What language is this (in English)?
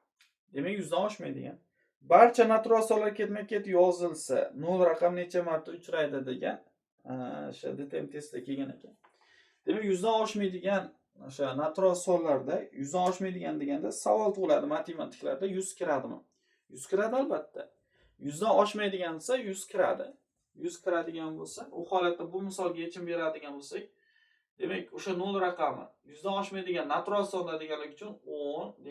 Uzbek